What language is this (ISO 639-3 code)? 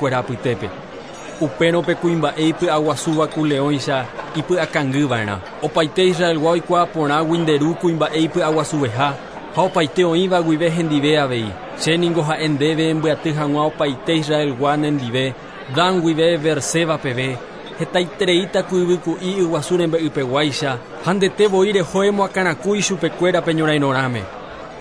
grn